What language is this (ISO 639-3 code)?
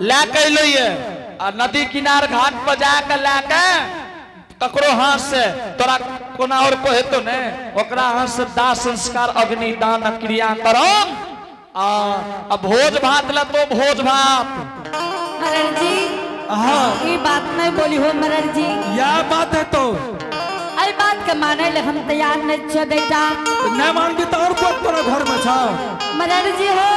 anp